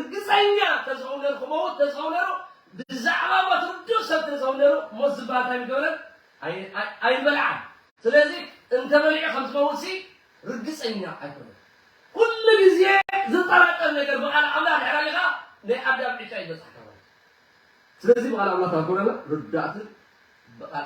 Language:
Tigrinya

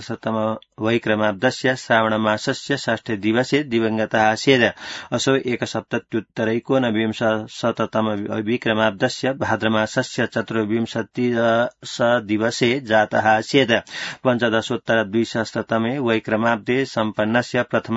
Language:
Sanskrit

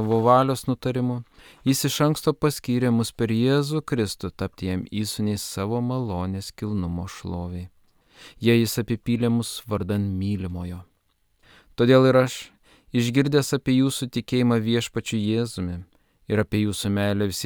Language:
Lithuanian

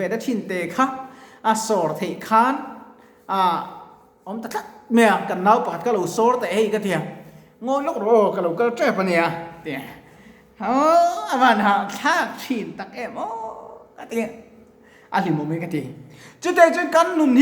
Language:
Mizo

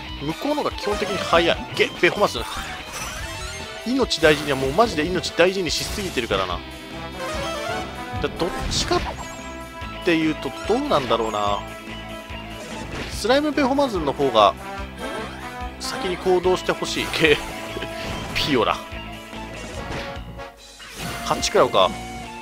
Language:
Japanese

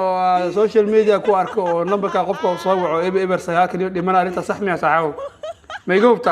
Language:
Somali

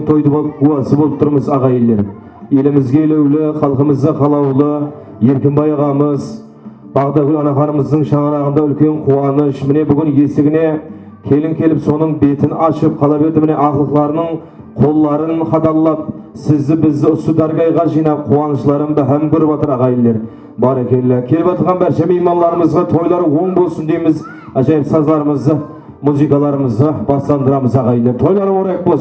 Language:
Kara-Kalpak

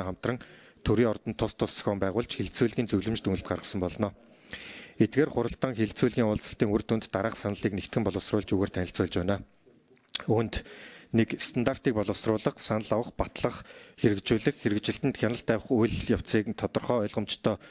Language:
Mongolian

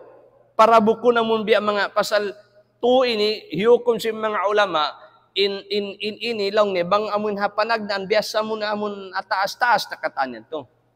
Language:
Tausug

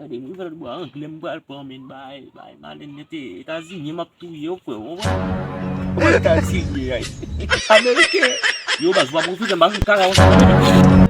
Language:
Haitian Creole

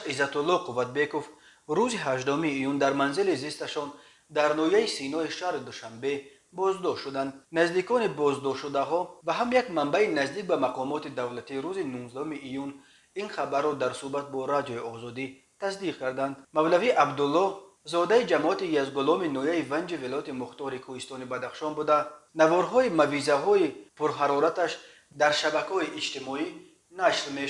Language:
Tajik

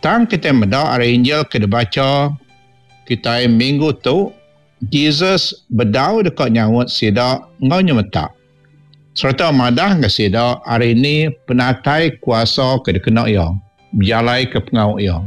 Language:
Iban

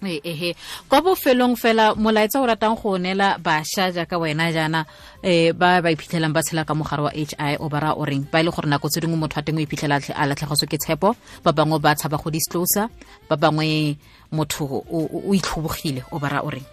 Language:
Tswana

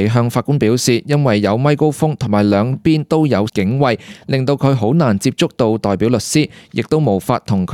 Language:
Cantonese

